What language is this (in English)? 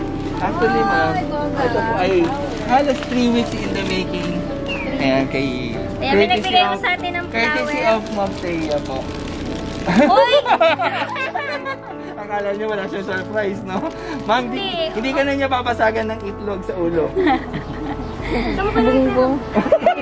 Filipino